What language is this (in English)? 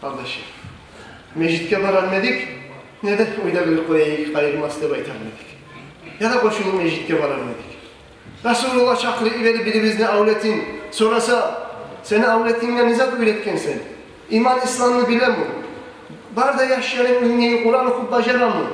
Kumyk